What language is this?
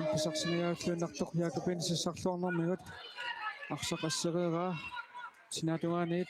Kalaallisut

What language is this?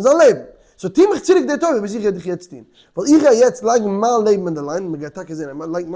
Yiddish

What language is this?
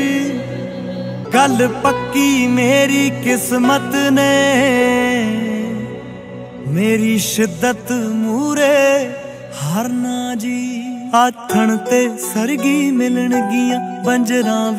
Punjabi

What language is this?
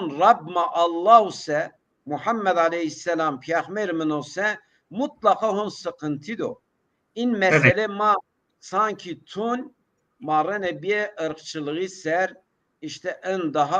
Zaza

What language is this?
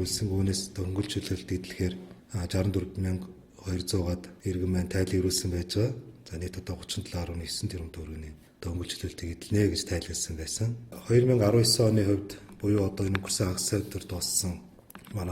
Mongolian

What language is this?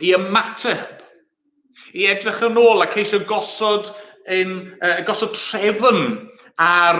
Welsh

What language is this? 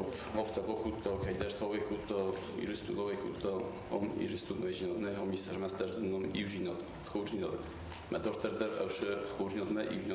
Ossetic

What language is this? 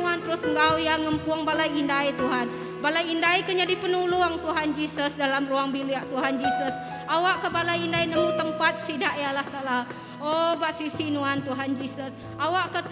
Iban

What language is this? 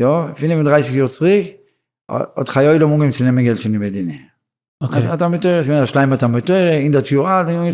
Yiddish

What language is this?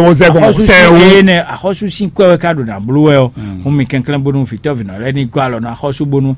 Fon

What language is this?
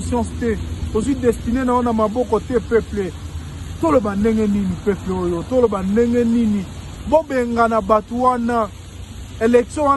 Lingala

